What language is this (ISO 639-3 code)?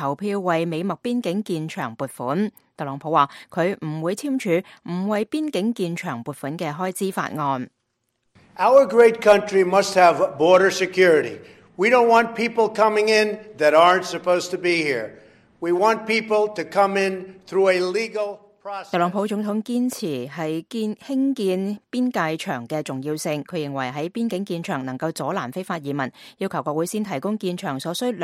yue